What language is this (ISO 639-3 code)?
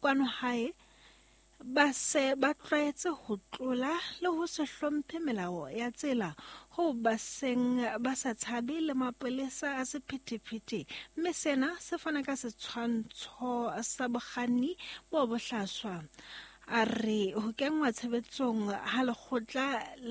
sot